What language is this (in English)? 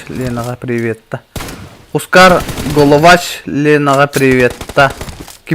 Yakut